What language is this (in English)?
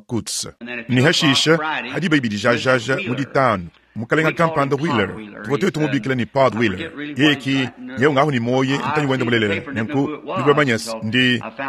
Luba-Lulua